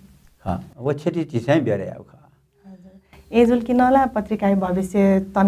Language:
Newari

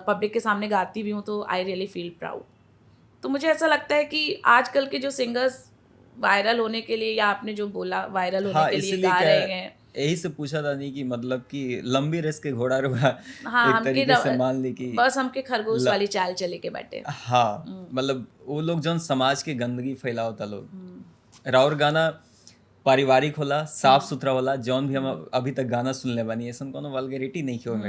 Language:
Bhojpuri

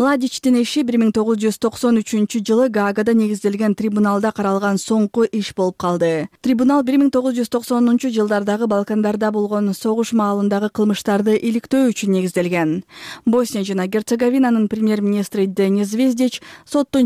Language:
Kyrgyz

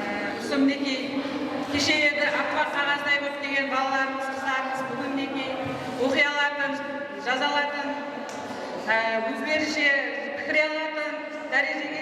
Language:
Kara-Kalpak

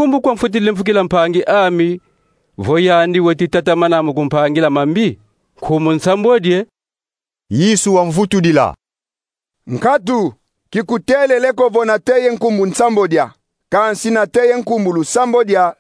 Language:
Kongo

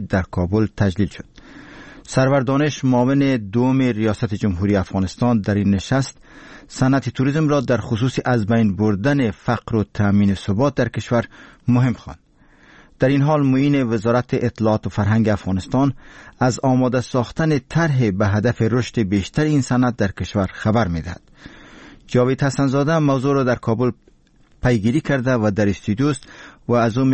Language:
Persian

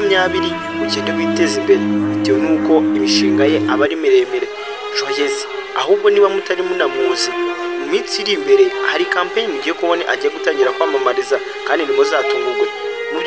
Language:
Kinyarwanda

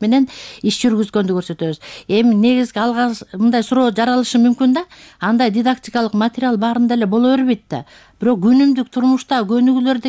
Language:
Kyrgyz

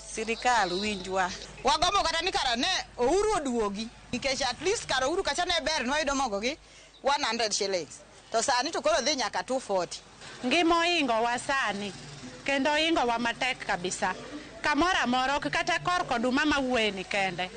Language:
Luo (Kenya and Tanzania)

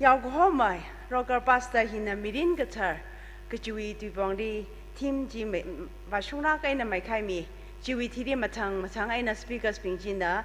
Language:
Tangkhul Naga (India)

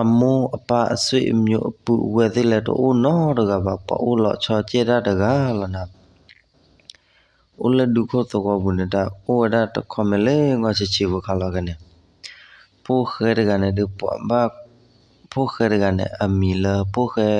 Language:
S'gaw Karen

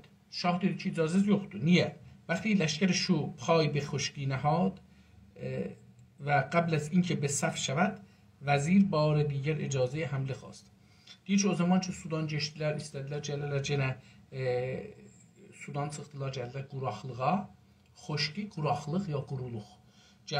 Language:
South Azerbaijani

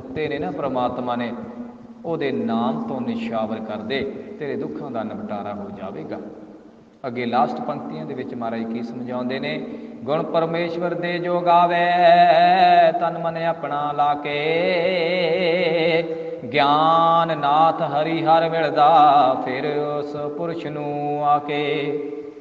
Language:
Punjabi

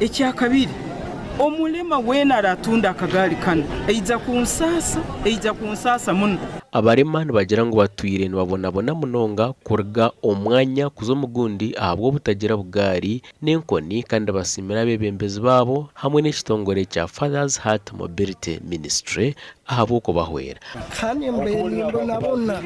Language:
Nyankole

